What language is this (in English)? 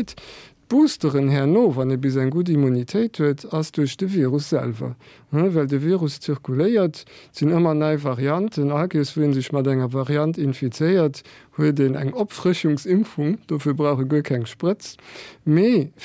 Luxembourgish